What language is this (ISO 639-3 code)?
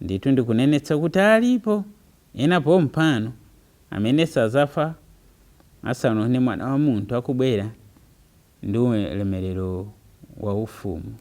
nya